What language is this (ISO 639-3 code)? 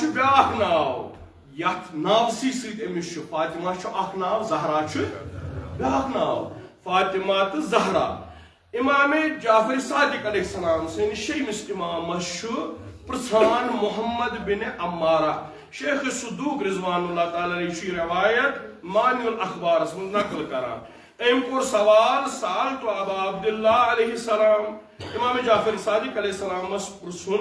kas